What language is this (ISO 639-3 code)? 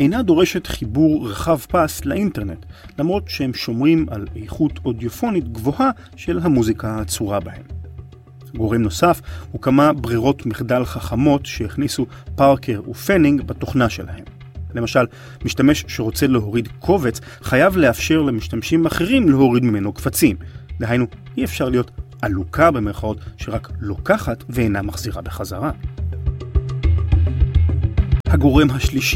heb